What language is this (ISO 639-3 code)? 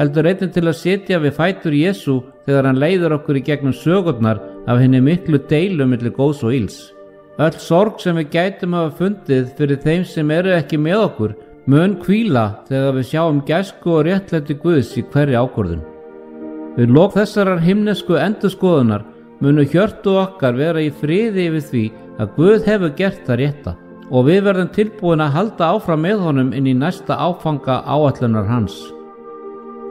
isl